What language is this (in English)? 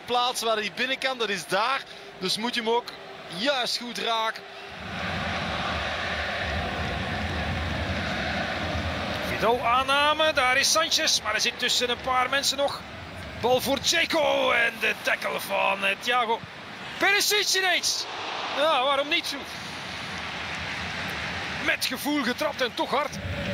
Dutch